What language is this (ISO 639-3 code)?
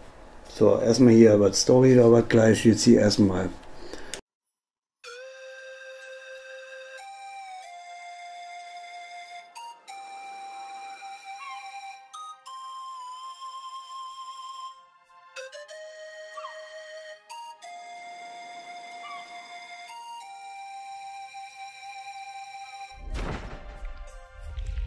deu